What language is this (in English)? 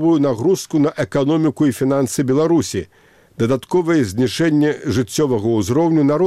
Belarusian